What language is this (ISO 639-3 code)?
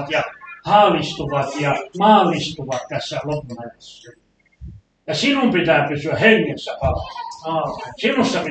fin